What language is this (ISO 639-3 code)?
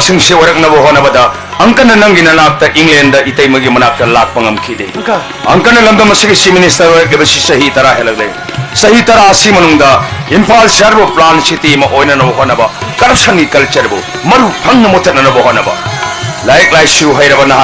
mni